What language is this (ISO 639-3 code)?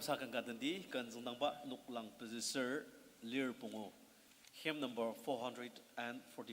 njo